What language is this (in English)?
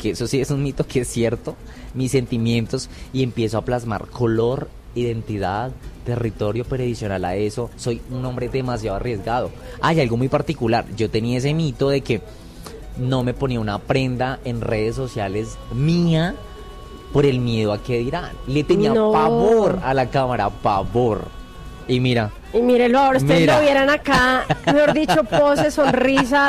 Spanish